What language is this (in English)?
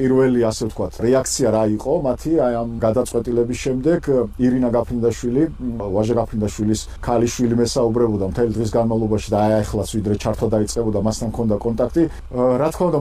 Georgian